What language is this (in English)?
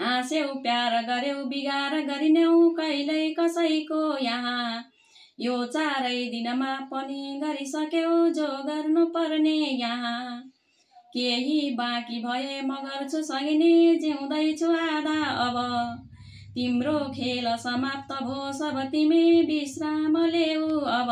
Nepali